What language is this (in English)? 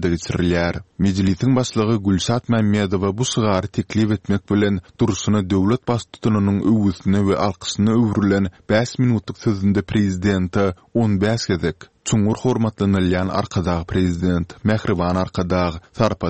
Turkmen